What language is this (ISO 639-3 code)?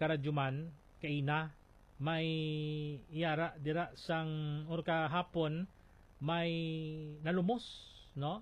hil